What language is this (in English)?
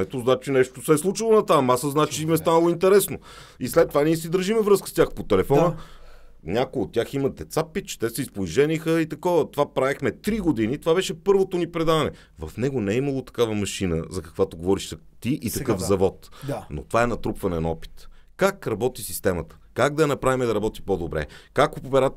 Bulgarian